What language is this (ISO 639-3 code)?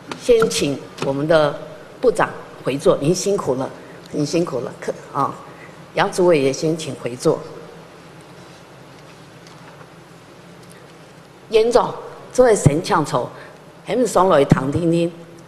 zho